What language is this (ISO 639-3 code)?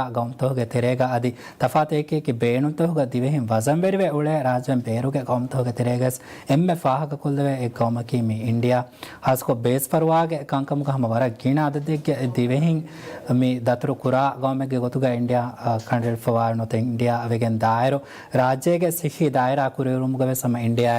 div